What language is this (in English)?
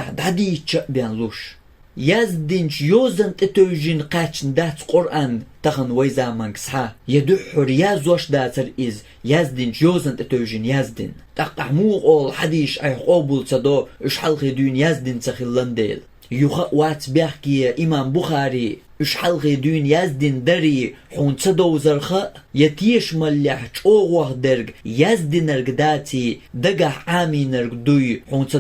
Chechen